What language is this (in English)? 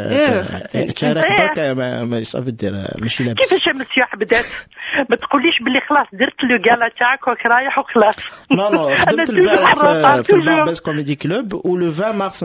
Moroccan Arabic